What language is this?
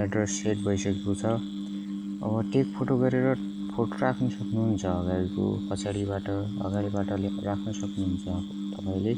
Nepali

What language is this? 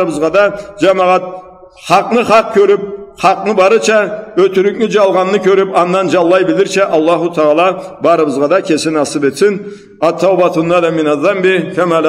Karachay-Balkar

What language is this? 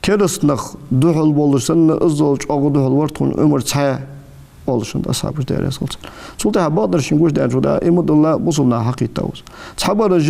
Ingush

